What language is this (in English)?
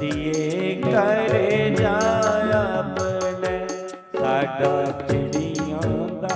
Dogri